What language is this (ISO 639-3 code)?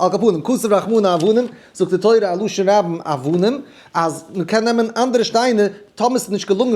yid